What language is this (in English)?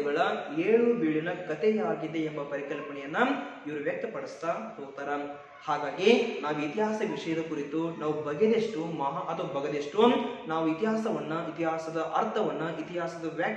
Kannada